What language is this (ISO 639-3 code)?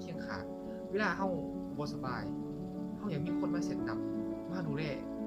lao